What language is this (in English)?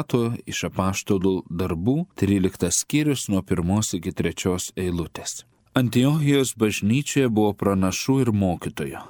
Lithuanian